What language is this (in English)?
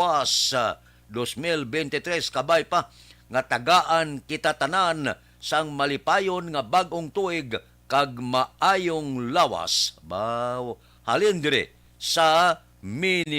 Hiligaynon